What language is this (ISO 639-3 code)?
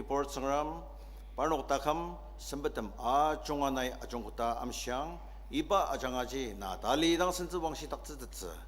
njo